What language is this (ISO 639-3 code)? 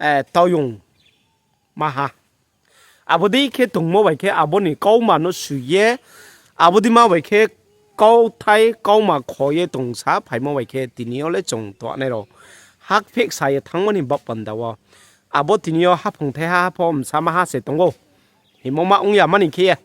ria